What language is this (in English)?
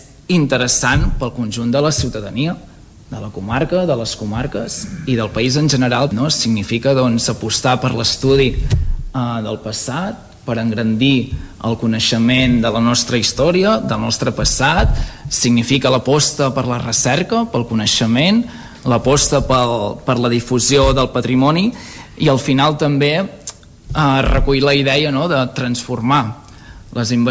Catalan